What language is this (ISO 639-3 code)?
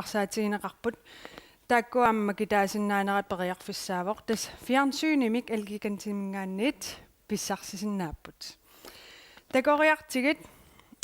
kal